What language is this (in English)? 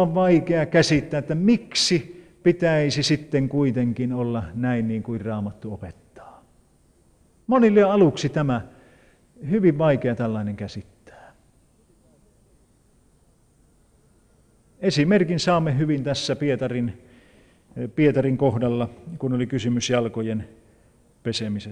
Finnish